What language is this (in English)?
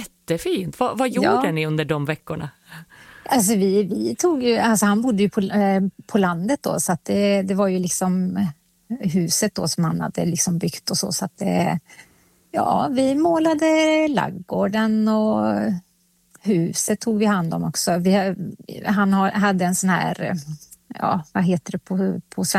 Swedish